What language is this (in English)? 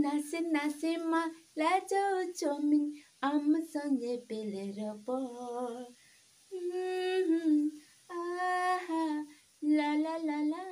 Santali